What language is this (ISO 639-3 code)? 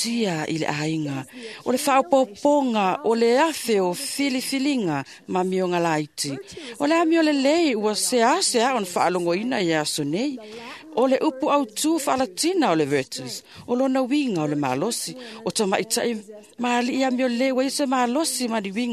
smo